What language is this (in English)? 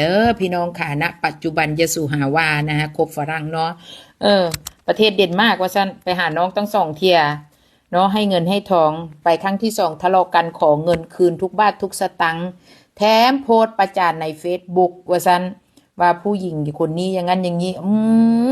Northeastern Thai